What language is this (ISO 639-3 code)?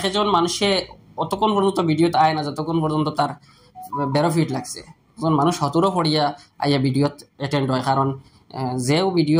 syl